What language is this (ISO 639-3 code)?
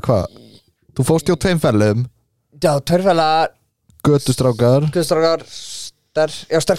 isl